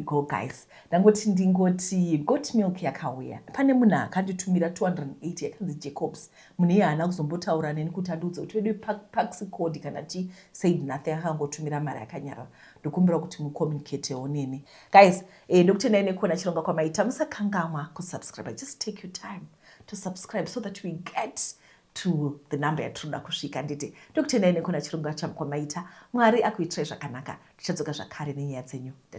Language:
Shona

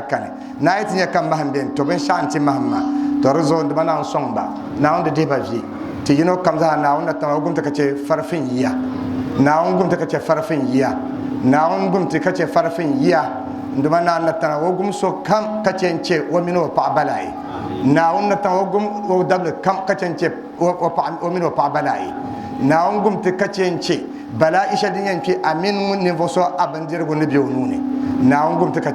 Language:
Dagbani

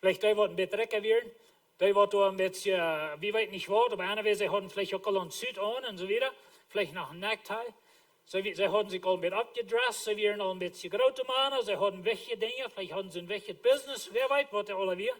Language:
Plautdietsch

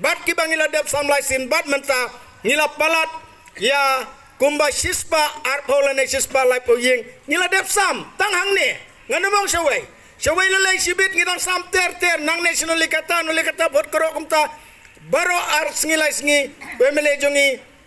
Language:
Khasi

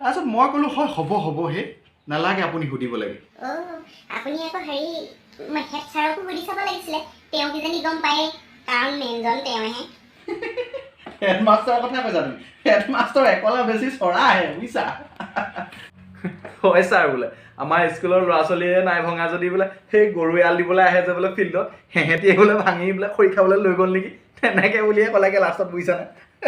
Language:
Assamese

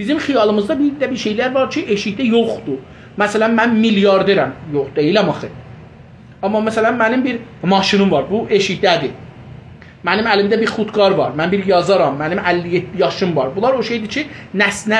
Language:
South Azerbaijani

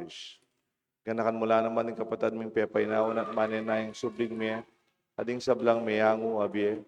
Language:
Pampanga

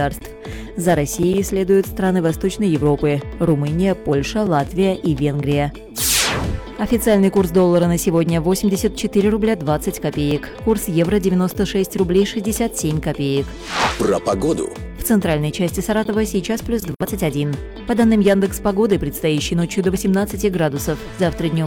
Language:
Russian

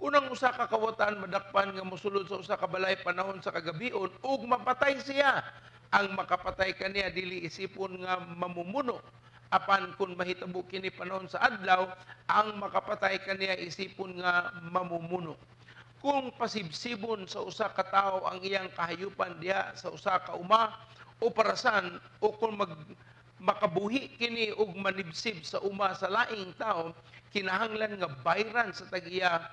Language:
Cebuano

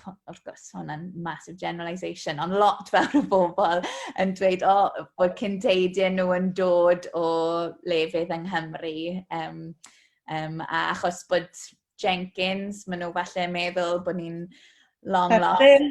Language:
Welsh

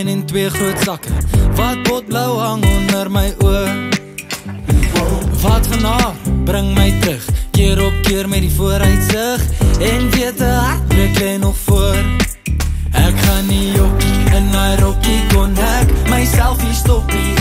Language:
Afrikaans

